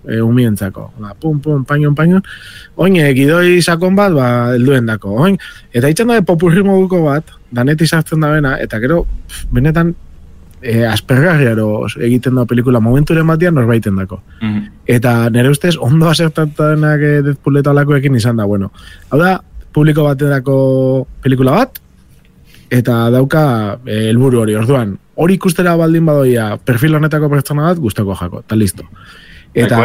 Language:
Basque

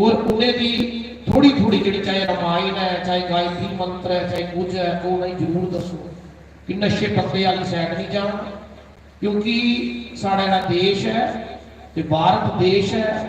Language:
Dogri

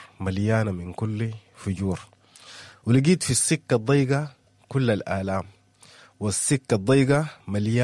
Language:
Sudanese Arabic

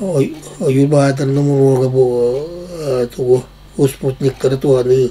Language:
Yakut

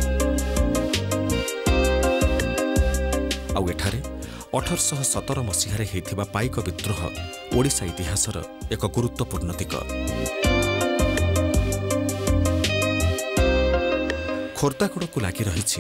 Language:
Odia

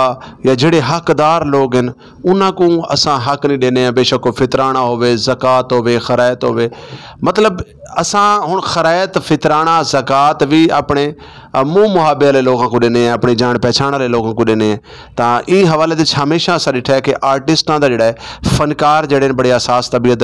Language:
Saraiki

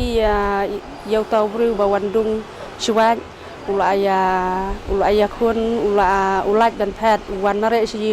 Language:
Khasi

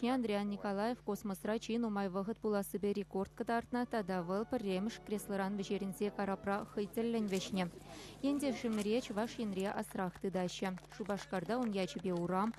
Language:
Chuvash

